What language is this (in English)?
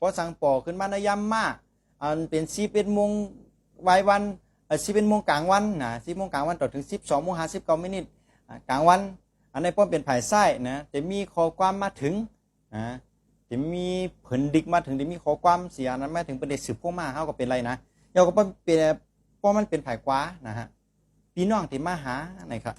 Shan